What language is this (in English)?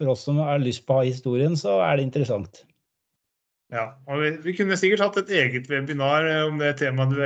Norwegian